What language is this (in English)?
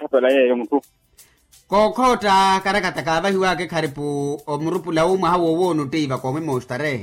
Makhuwa